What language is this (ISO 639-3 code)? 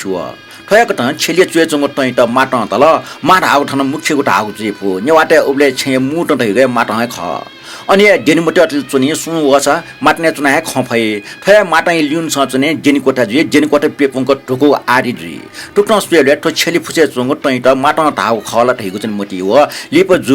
new